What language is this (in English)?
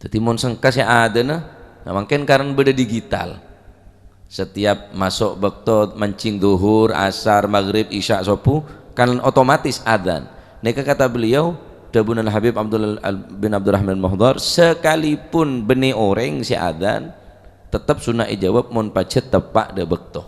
Madurese